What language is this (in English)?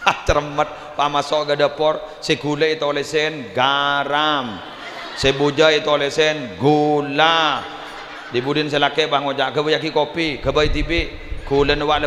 Madurese